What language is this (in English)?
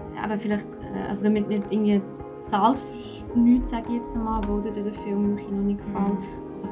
Swiss German